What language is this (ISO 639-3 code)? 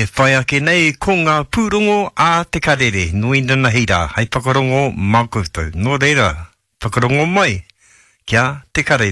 mri